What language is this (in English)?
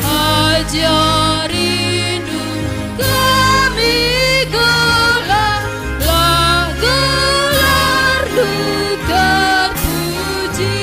Batak Karo